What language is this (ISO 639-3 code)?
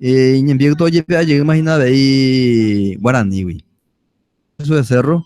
grn